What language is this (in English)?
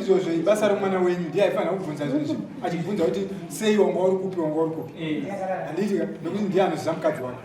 Shona